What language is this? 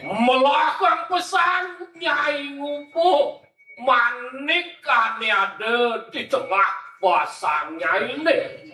Balinese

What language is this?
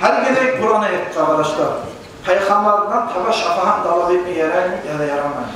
Kumyk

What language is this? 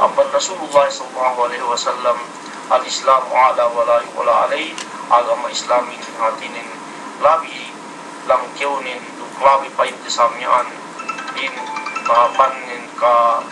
Yakan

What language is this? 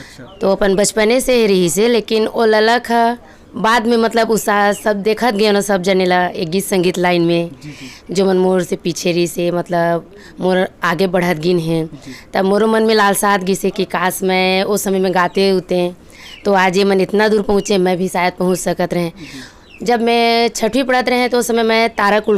Chhattisgarhi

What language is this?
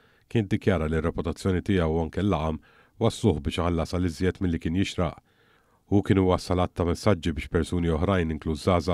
Maltese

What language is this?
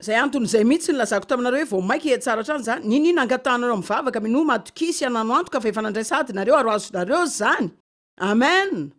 Malagasy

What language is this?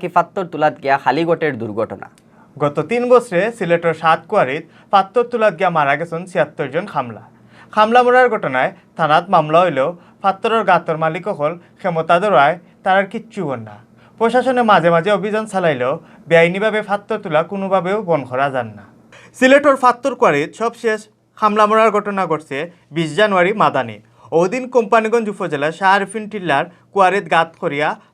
Sylheti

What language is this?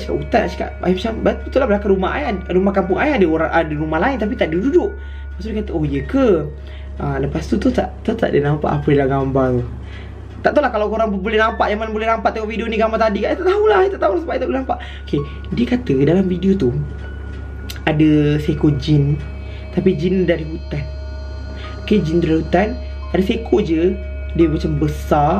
Malay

